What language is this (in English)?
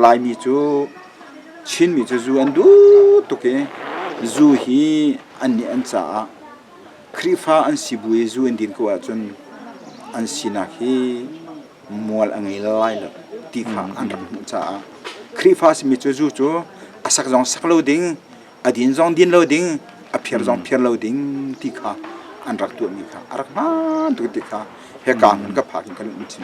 Hakha Chin